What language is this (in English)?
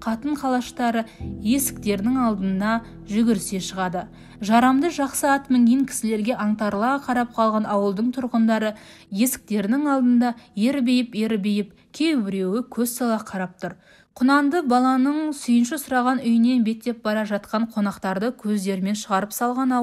Kazakh